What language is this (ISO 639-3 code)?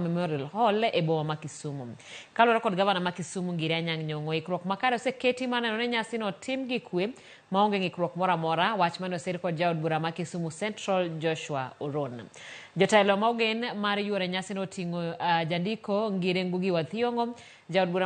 luo